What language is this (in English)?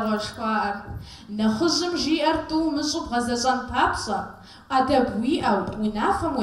Kabardian